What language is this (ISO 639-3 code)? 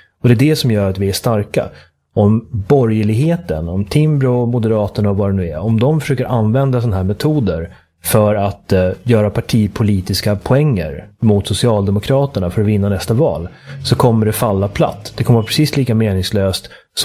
swe